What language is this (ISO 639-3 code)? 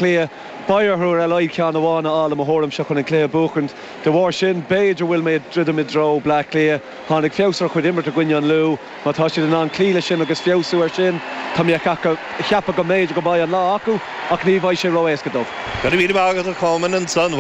gle